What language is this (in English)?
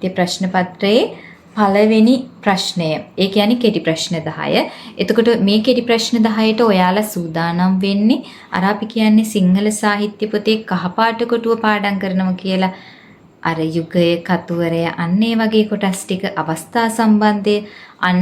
Sinhala